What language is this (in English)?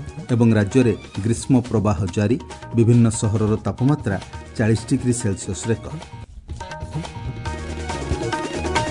Odia